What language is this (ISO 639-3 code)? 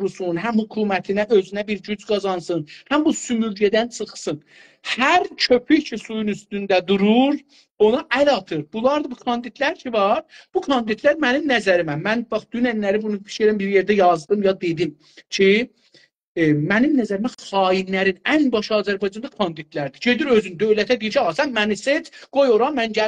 azb